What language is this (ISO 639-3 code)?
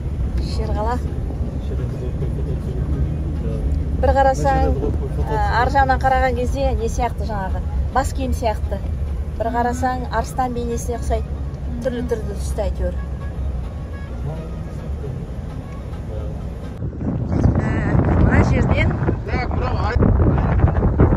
kaz